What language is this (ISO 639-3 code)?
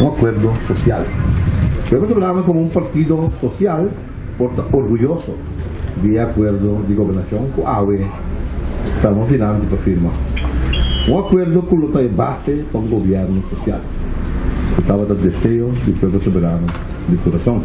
pap